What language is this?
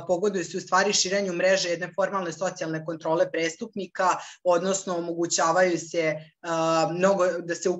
Serbian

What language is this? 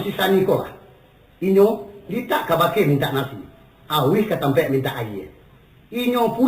Minangkabau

